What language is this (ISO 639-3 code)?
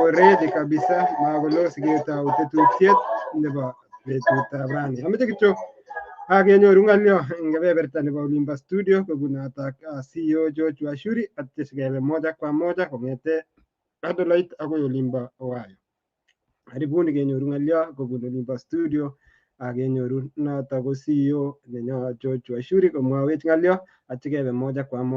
kln